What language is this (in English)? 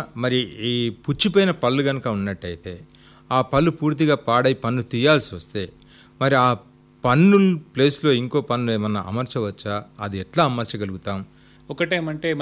Telugu